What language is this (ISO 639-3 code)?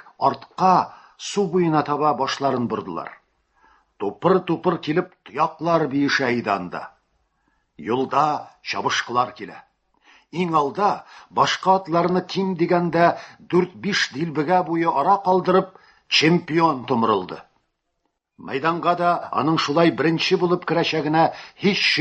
tat